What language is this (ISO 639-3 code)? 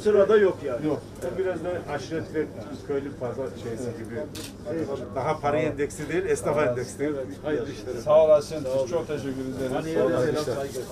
tur